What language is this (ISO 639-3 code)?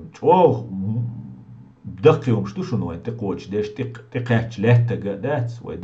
che